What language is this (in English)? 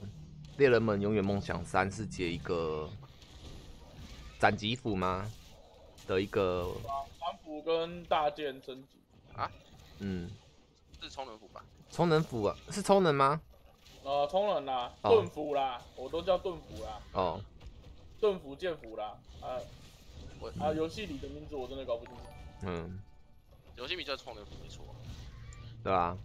Chinese